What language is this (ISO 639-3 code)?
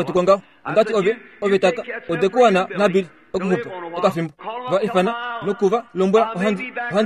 kua